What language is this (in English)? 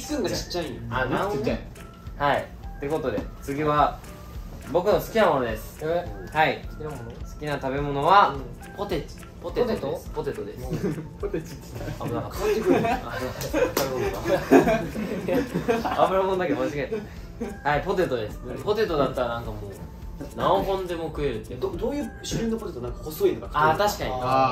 Japanese